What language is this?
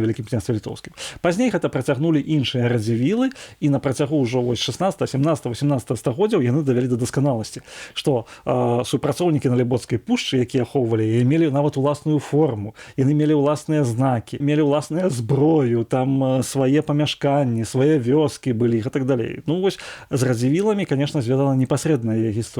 Belarusian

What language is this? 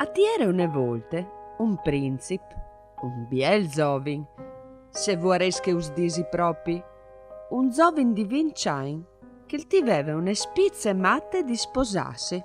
Friulian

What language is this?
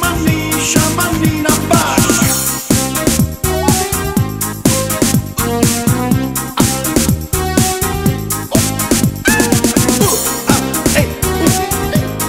Italian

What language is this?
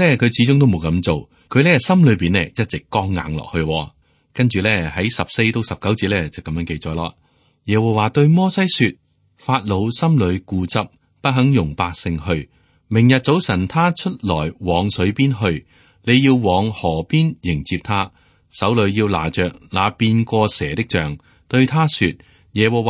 Cantonese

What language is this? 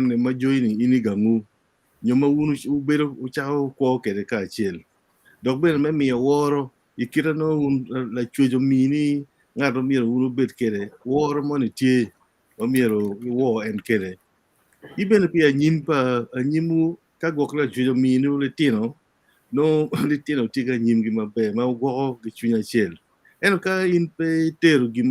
Acoli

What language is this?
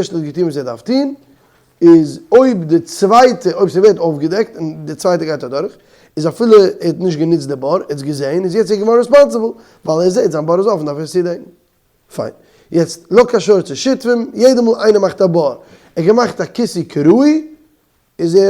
Yiddish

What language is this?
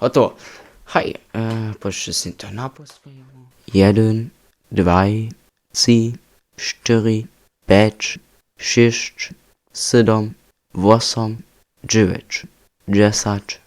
Upper Sorbian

